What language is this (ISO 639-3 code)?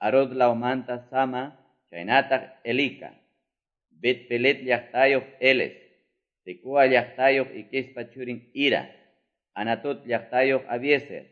que